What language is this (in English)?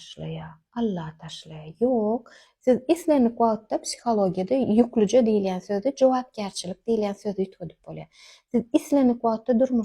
Turkmen